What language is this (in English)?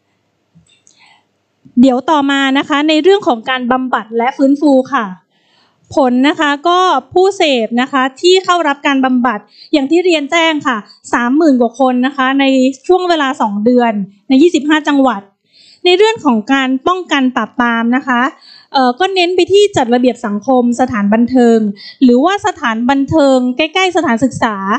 Thai